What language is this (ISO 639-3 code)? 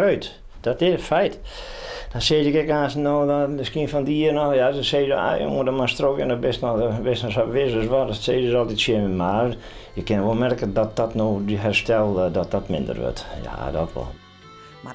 fry